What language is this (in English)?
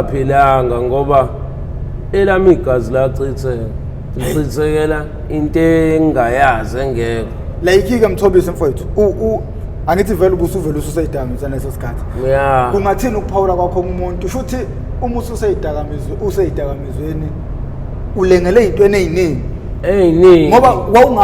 Zulu